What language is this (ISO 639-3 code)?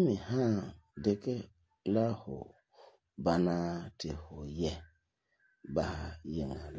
gur